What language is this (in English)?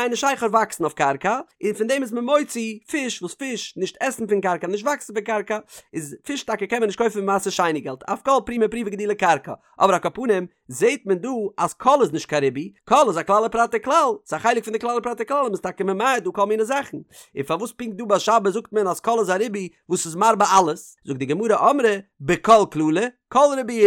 Yiddish